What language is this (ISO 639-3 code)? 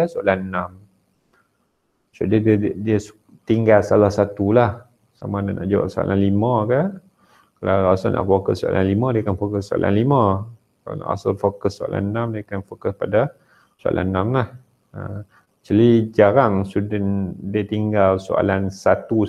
msa